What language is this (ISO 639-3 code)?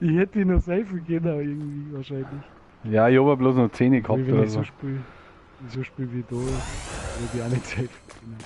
bar